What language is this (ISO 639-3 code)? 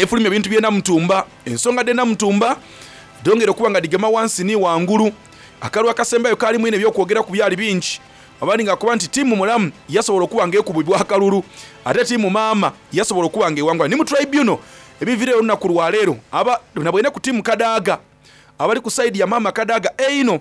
xog